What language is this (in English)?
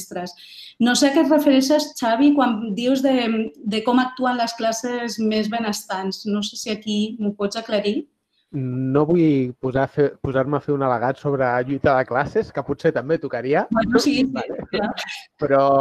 Catalan